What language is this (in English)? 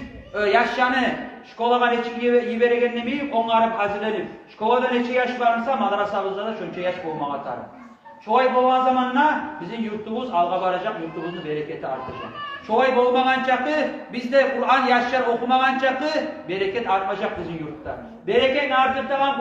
Kumyk